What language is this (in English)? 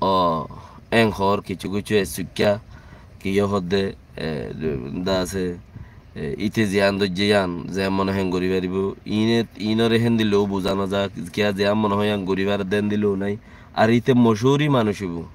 Rohingya